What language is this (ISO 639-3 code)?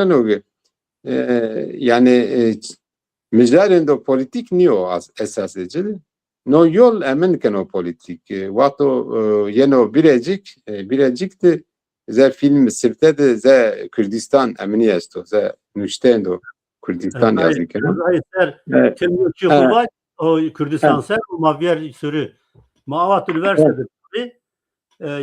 zza